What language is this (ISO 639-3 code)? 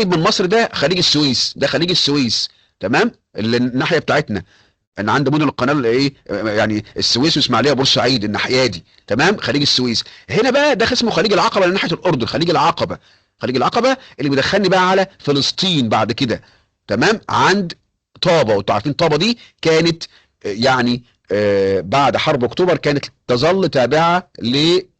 arz